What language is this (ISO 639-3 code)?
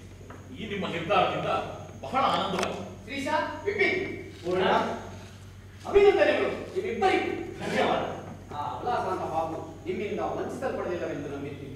kan